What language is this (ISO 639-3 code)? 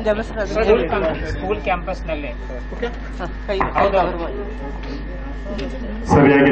kan